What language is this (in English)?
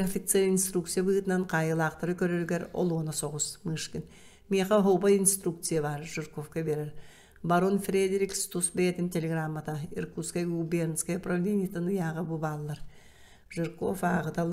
Yakut